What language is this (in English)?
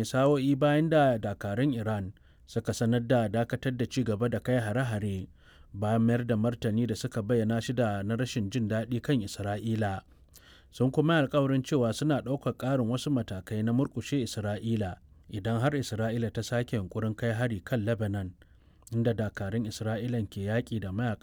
Hausa